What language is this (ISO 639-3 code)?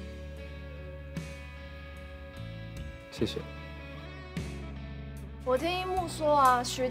zho